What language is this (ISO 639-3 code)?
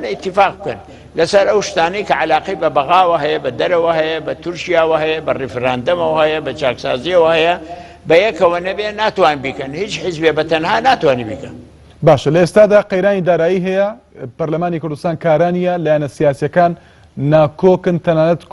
ckb